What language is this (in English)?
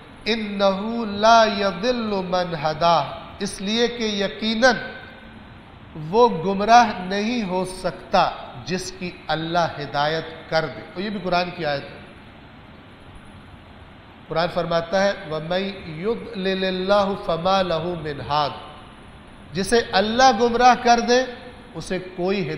Urdu